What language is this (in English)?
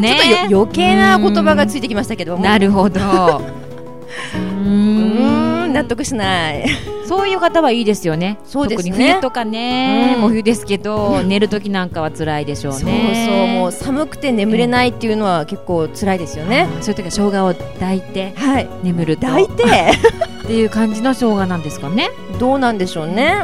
Japanese